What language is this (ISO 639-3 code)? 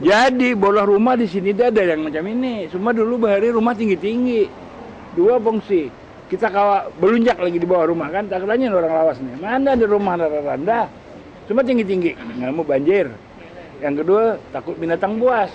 bjn